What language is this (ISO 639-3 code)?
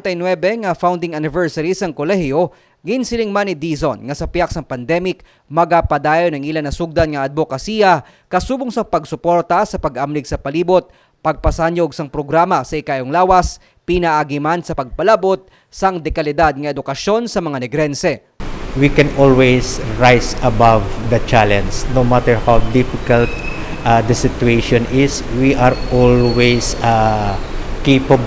hil